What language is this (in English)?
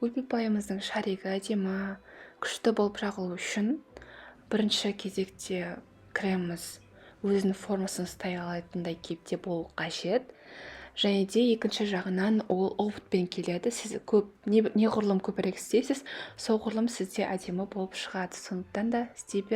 Kazakh